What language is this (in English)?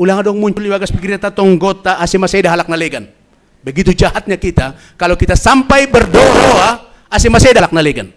Batak Simalungun